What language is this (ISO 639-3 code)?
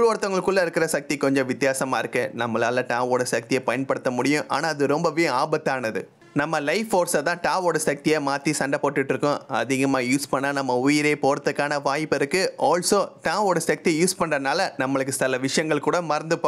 tam